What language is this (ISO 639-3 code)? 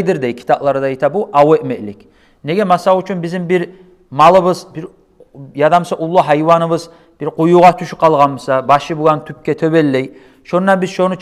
kum